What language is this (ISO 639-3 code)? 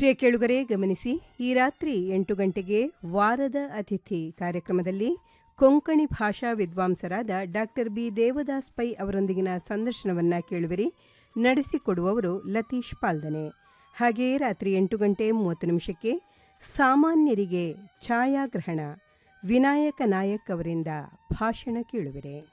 kan